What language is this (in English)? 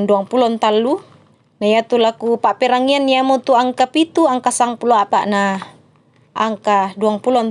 Toraja-Sa'dan